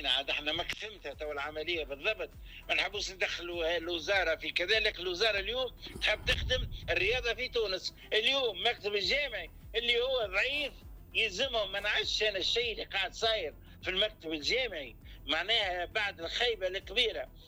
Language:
Tunisian Arabic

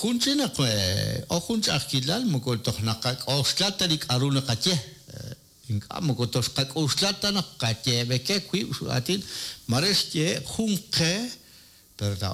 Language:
Kekchí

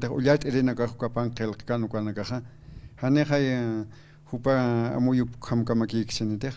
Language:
Aymara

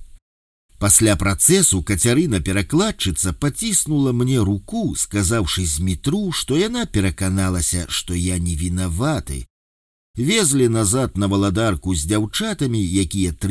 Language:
Belarusian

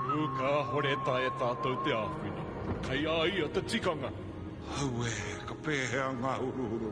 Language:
Māori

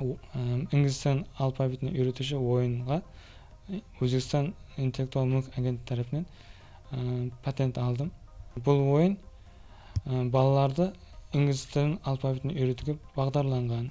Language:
Kara-Kalpak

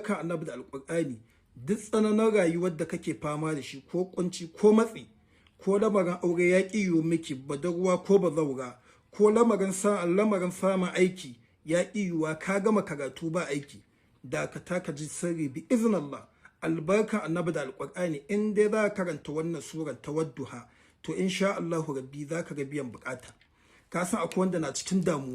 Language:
Hausa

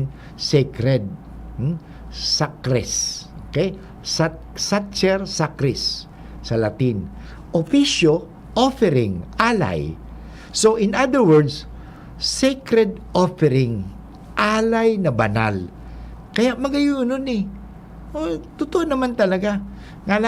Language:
Bikol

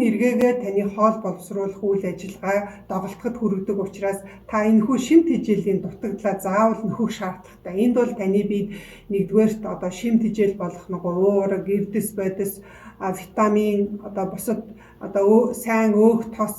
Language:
Mongolian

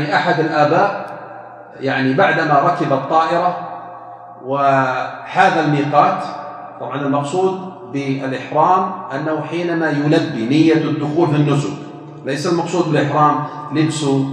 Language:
Arabic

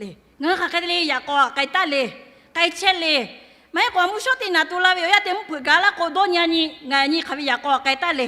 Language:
Lahu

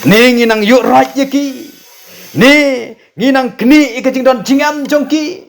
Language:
Khasi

